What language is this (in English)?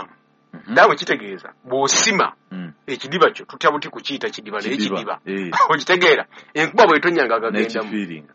Ganda